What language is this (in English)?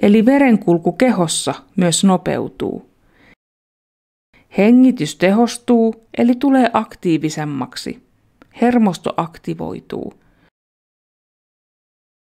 Finnish